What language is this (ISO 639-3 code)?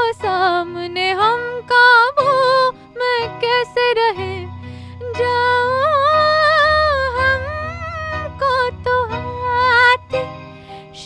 kan